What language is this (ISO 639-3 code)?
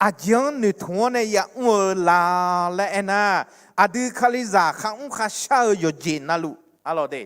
ahk